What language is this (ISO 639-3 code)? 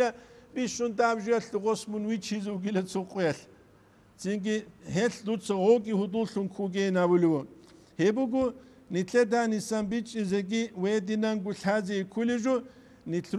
ava